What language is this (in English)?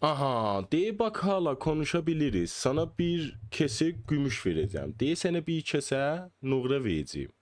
South Azerbaijani